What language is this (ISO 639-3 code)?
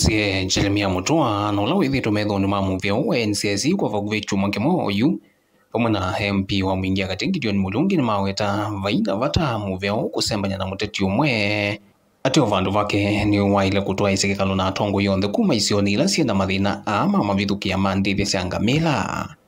kam